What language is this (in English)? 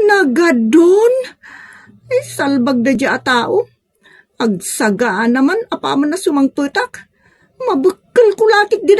Iloko